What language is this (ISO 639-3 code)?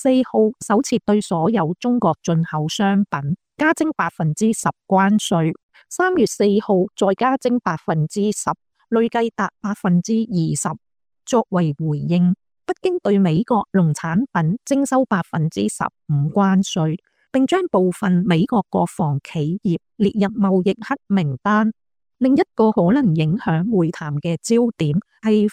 yue